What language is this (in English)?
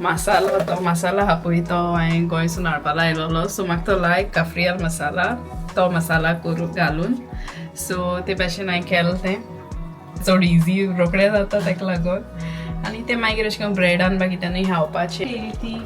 Konkani